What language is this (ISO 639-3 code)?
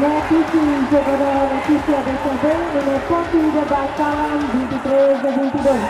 tet